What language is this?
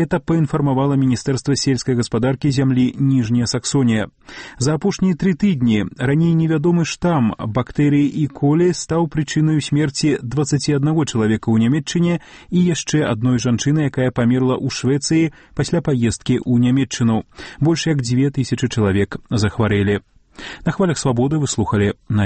Belarusian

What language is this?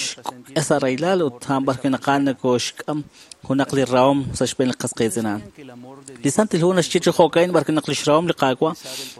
Kekchí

